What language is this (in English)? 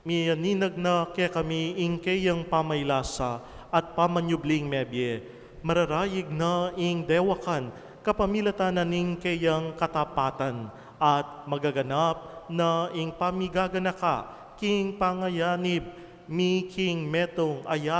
Pampanga